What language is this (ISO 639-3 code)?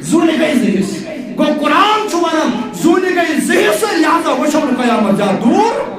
kas